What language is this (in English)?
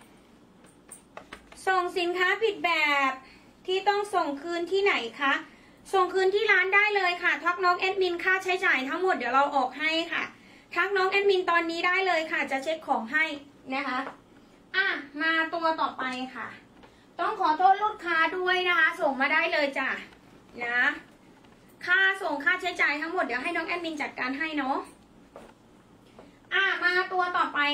Thai